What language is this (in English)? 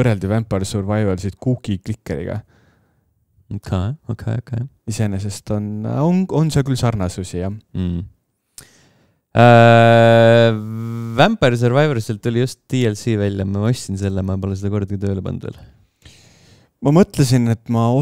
Estonian